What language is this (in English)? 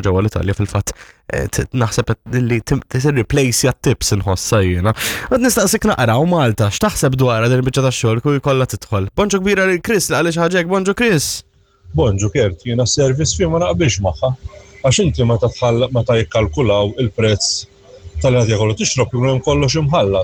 Maltese